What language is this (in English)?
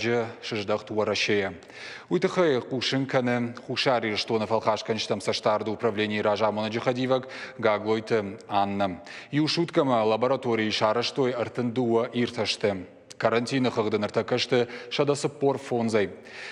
Ossetic